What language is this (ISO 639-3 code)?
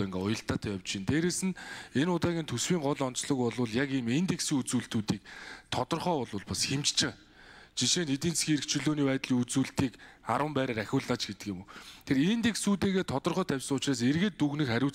mon